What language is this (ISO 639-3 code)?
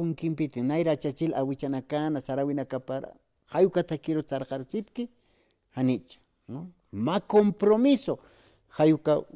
aym